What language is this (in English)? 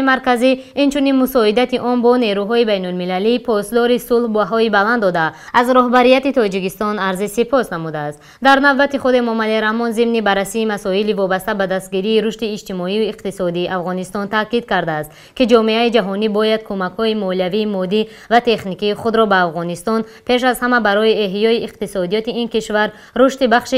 Tajik